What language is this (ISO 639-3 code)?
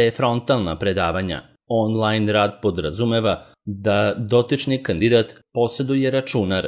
srp